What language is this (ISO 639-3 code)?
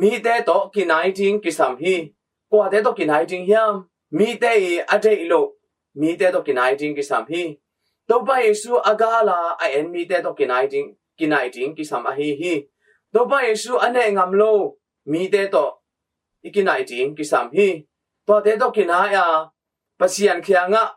ctd